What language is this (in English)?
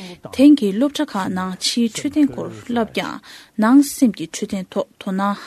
Tibetan